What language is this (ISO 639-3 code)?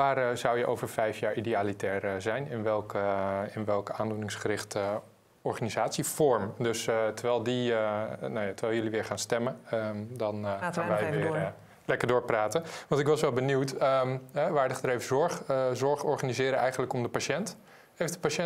nld